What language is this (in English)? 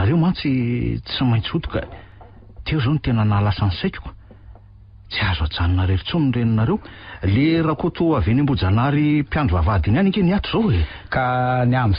Malagasy